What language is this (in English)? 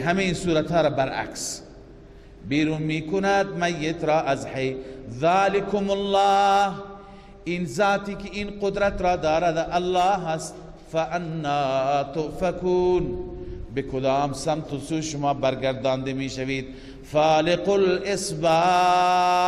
Persian